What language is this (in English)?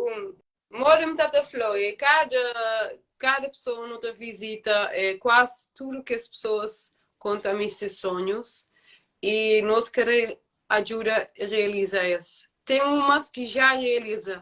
Kabuverdianu